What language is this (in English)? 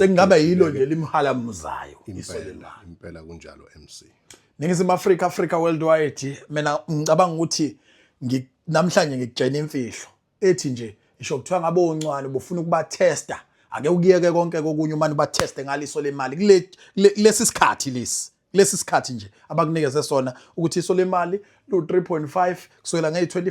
Zulu